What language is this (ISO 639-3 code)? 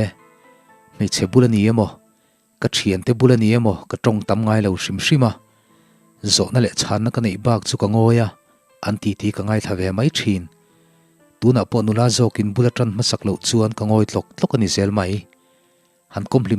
lus